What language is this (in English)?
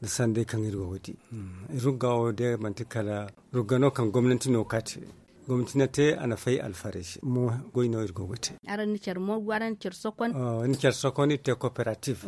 Zarma